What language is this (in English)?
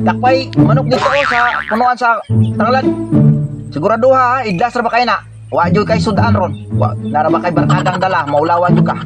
Cebuano